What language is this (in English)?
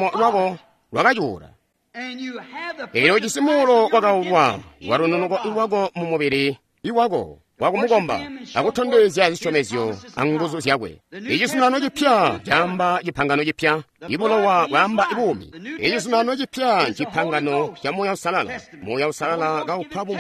Tonga (Zambia)